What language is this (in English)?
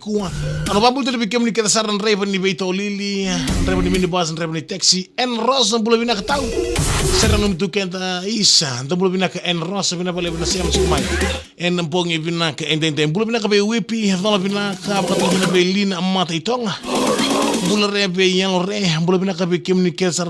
Fijian